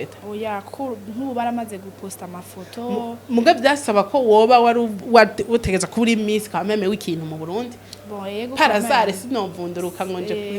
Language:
Rundi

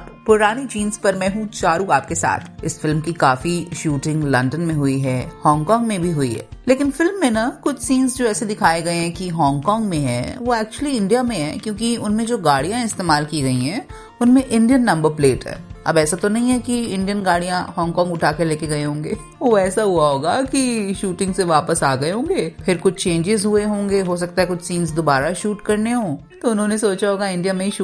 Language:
Hindi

